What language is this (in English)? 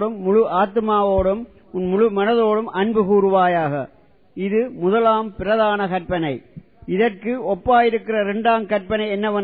Tamil